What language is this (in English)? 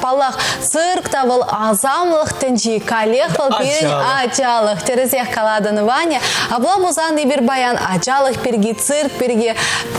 Chuvash